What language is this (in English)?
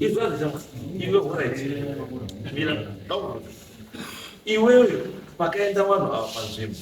Shona